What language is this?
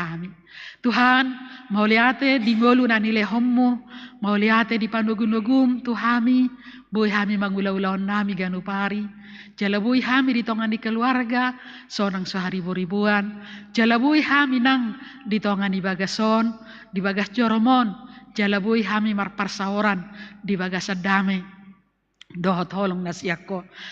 Batak Toba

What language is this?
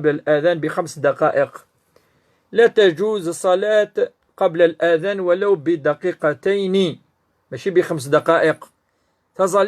Kabyle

